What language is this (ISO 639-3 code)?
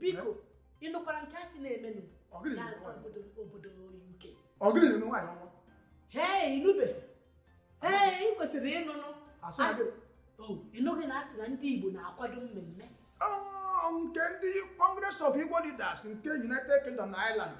ibo